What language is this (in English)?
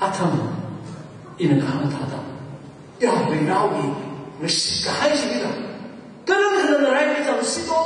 Tangkhul Naga (India)